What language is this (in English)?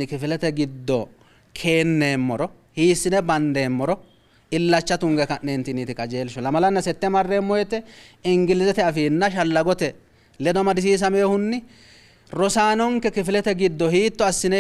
Sidamo